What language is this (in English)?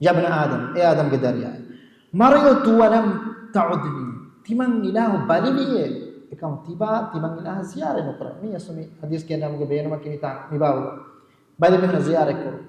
Divehi